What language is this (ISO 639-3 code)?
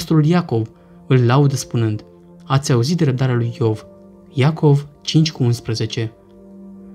ron